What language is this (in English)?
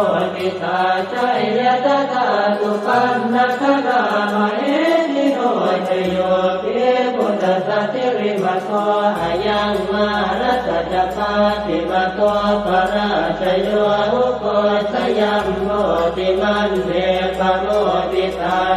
Pali